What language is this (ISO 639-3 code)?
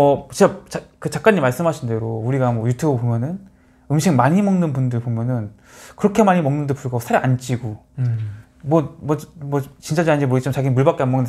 kor